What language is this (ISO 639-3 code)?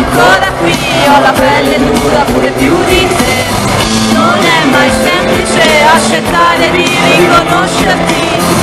ita